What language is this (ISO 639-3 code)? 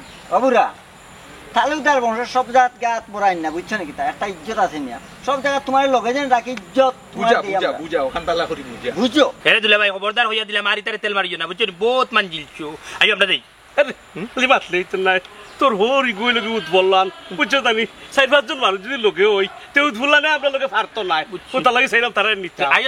syl